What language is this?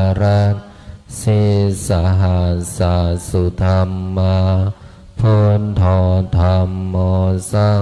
Pali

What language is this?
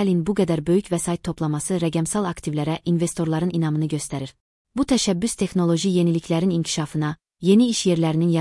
Azerbaijani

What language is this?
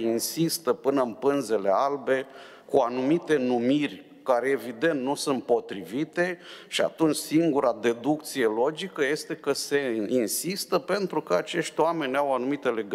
Romanian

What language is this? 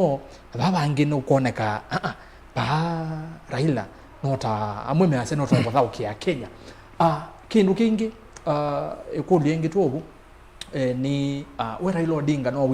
Kamba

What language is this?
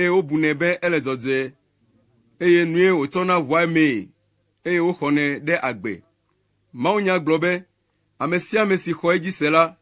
Ewe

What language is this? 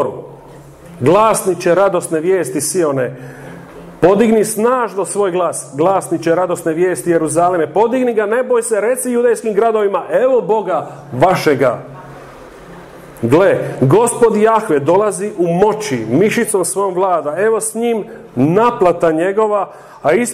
Croatian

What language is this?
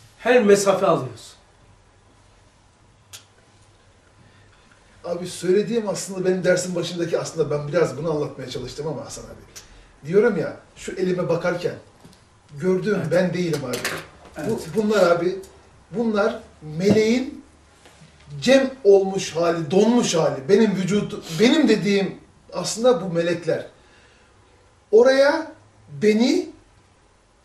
Turkish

